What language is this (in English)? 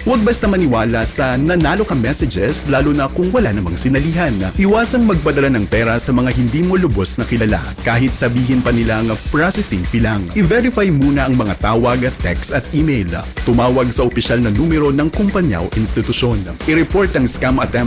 Filipino